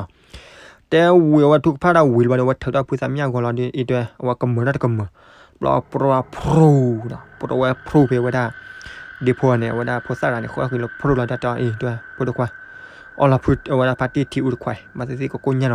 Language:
S'gaw Karen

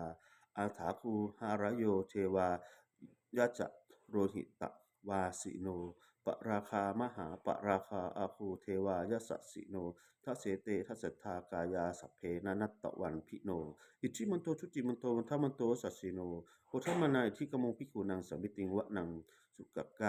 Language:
Pali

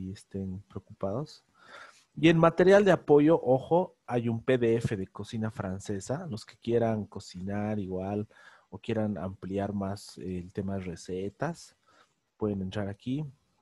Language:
Spanish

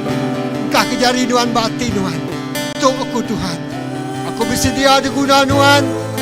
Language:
Iban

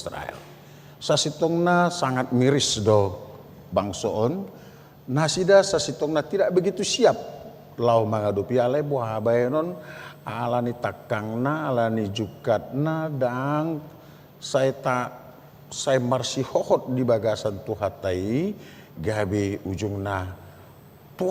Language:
Batak Toba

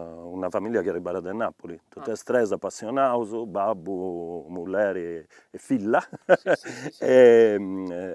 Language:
Sardinian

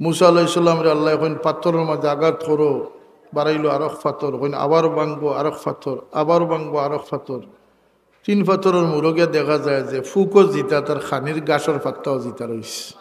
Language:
Sylheti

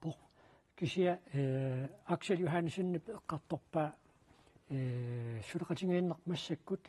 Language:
Kalaallisut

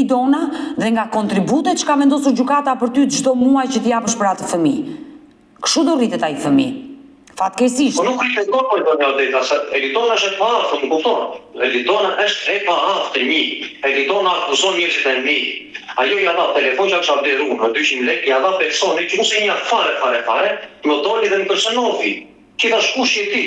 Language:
Albanian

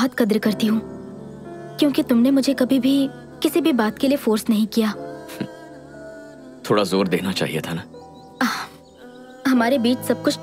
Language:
Hindi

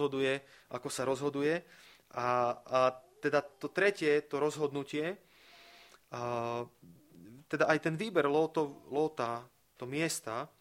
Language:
Slovak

